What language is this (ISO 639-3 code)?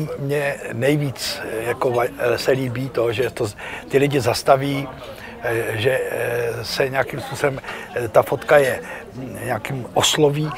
ces